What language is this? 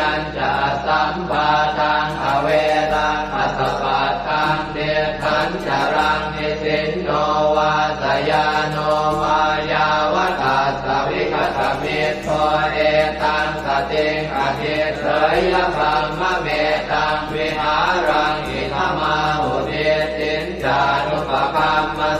Pali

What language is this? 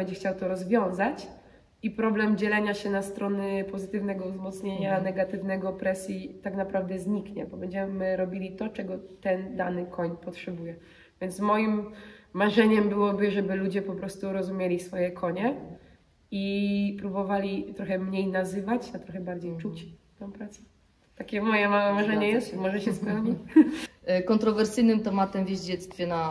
Polish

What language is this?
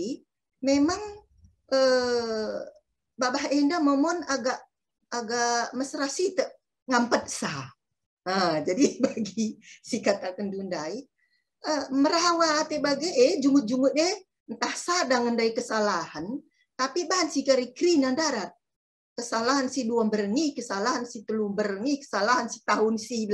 Batak Karo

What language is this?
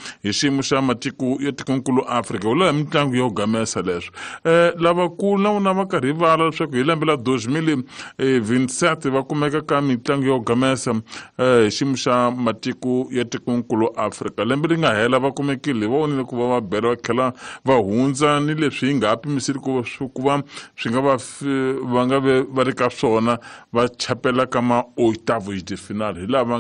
Tsonga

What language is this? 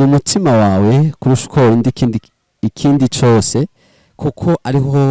Rundi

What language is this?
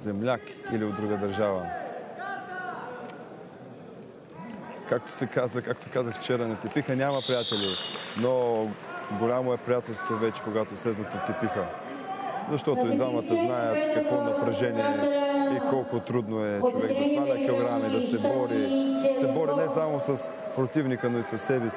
Bulgarian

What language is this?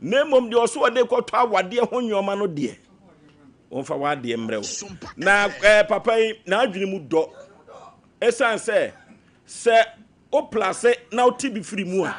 Akan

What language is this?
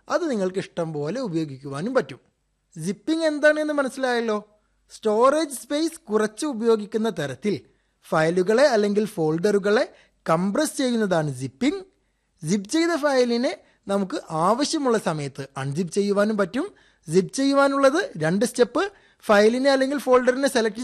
Malayalam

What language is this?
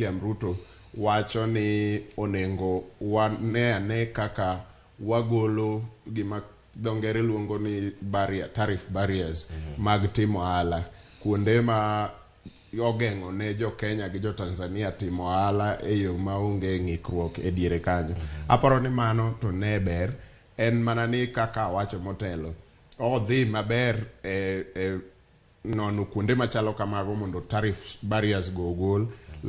Luo (Kenya and Tanzania)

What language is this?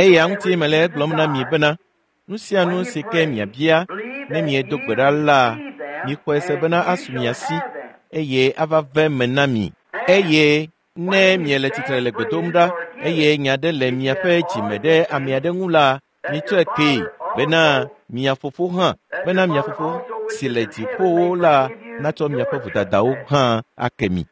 Ewe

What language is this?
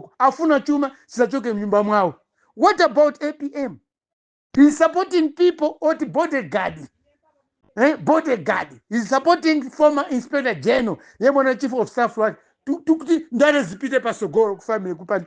Nyanja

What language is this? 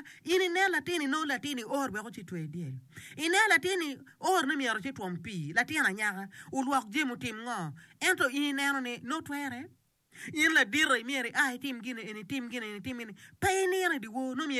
Acoli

